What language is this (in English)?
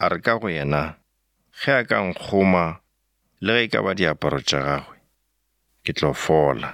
Northern Sotho